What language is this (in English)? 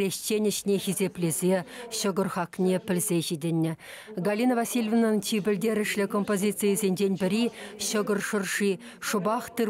Chuvash